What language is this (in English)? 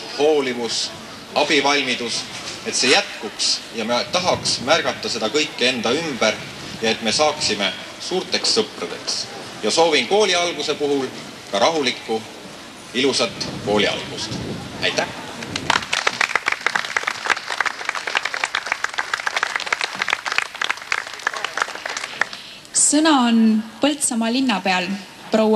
Estonian